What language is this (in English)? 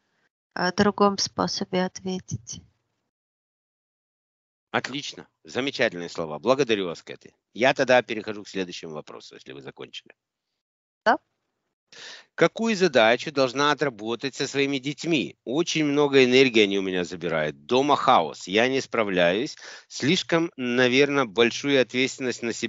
Russian